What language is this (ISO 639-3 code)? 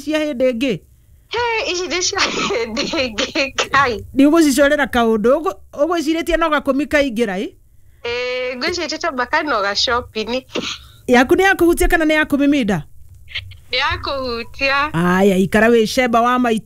kik